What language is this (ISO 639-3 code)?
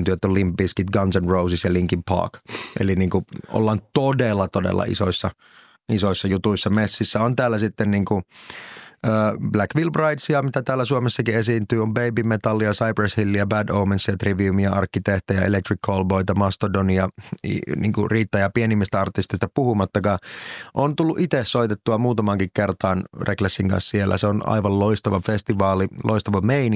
fin